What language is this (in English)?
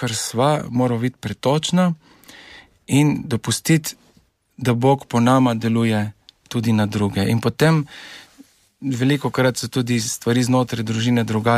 Slovenian